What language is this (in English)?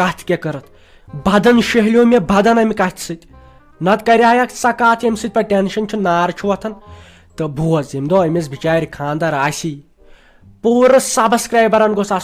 Kashmiri